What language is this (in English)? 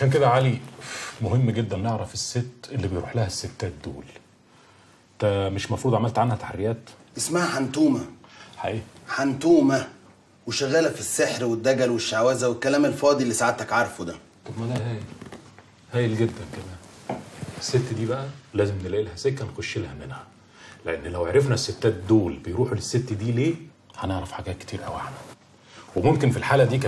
Egyptian Arabic